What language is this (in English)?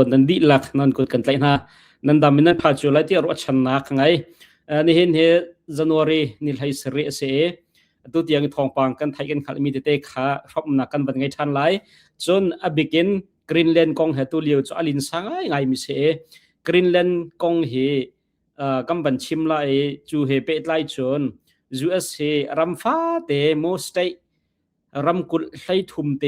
Hakha Chin